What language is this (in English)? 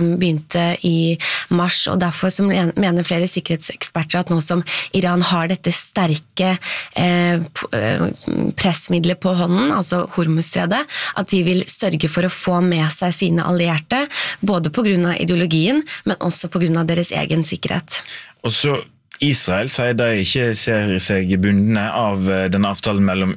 Norwegian